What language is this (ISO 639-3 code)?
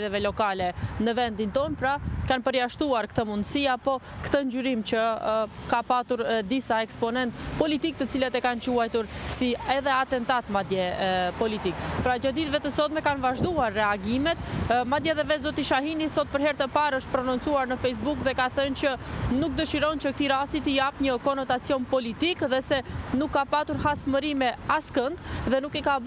sqi